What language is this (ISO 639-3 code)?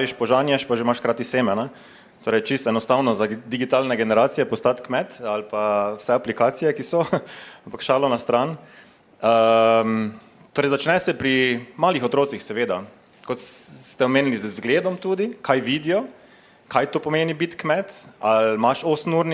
slv